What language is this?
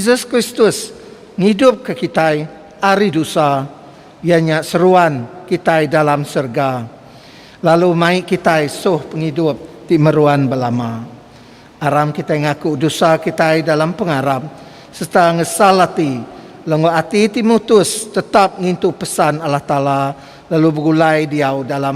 Iban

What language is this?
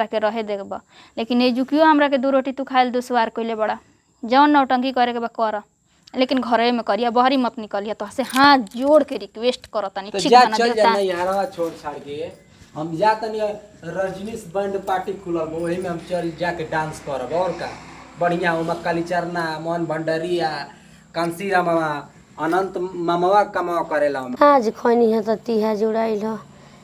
Bhojpuri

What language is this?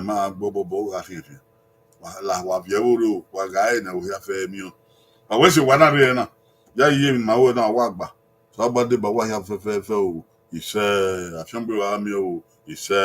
Bini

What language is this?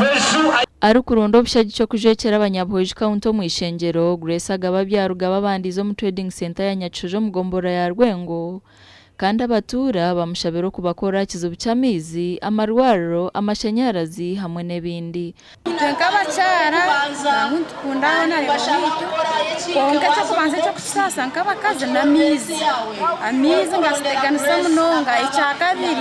Nyankole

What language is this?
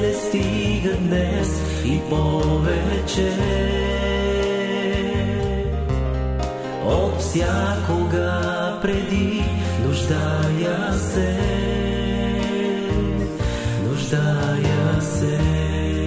Bulgarian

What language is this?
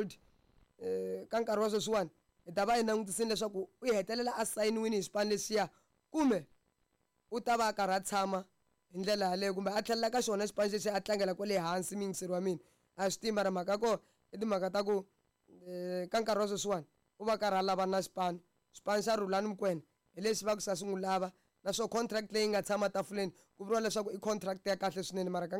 Tsonga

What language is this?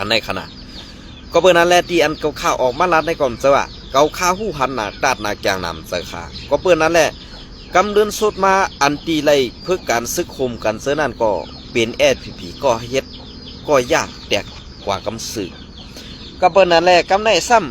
Shan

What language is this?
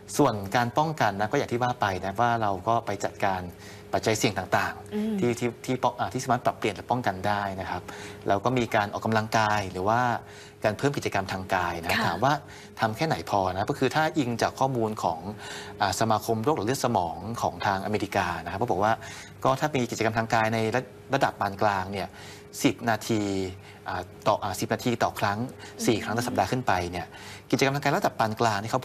Thai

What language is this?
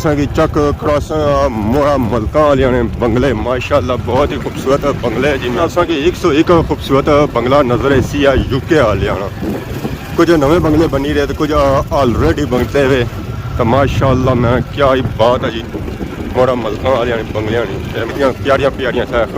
Pahari-Potwari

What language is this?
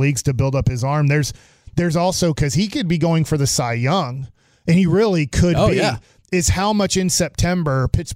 English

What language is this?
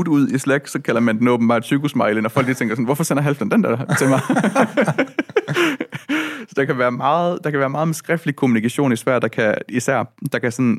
Danish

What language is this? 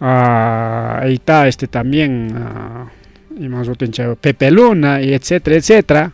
Ayacucho Quechua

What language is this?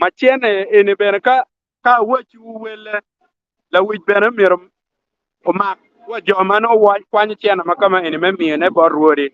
Acoli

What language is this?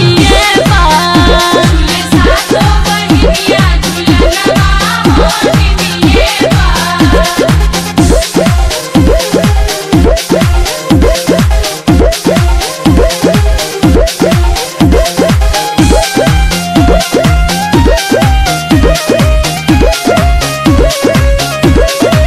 Bhojpuri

